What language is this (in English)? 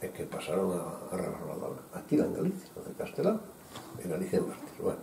Galician